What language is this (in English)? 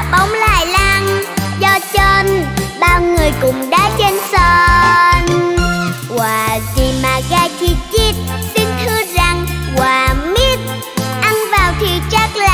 Vietnamese